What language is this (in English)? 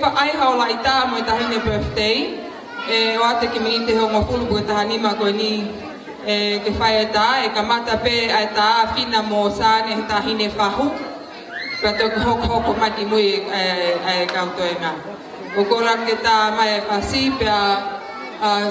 Tongan